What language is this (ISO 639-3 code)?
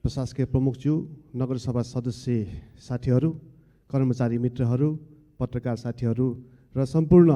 nep